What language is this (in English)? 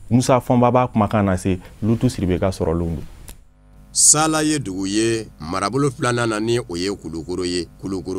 Bambara